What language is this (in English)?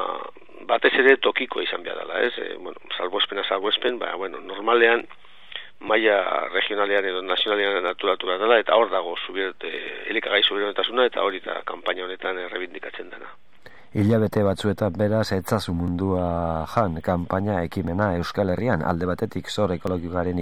Basque